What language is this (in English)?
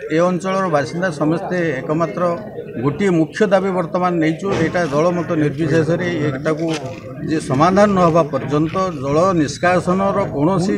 Odia